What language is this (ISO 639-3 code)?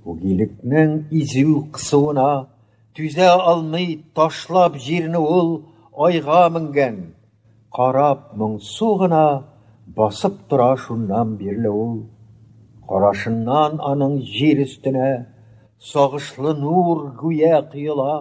tat